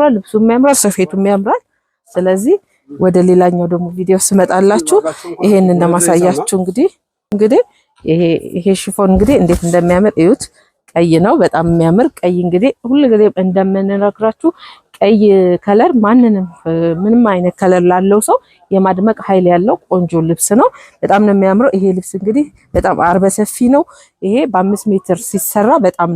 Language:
Amharic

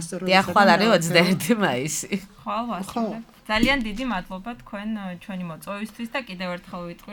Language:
Georgian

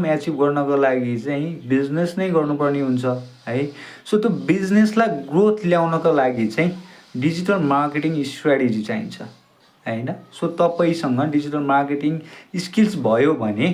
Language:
Nepali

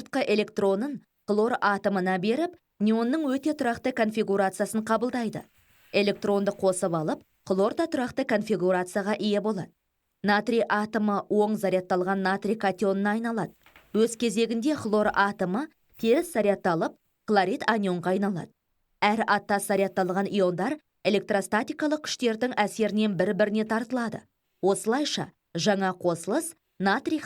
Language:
Kazakh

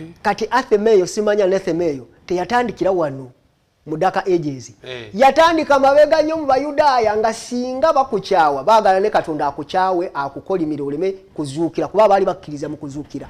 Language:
Ganda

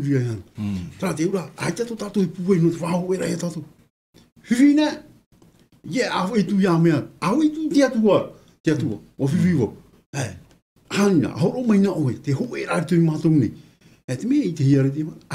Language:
Tahitian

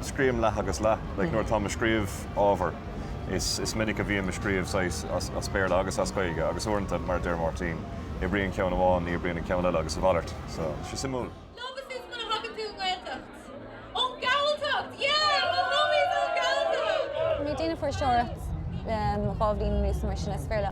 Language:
Irish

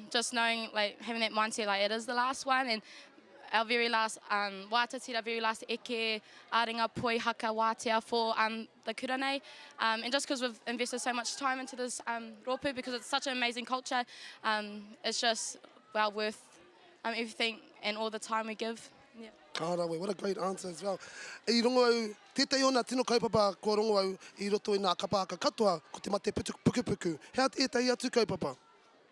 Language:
Māori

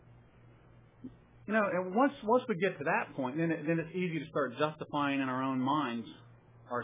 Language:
English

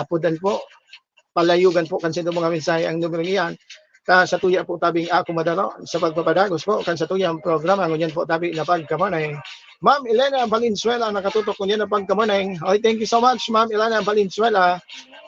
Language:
Bikol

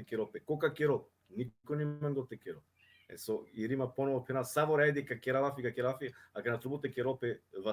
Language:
Balkan Romani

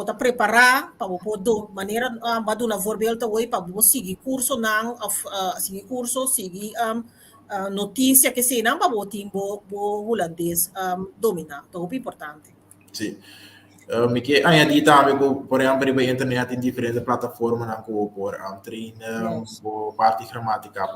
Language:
Papiamento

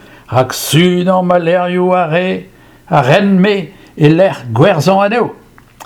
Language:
Breton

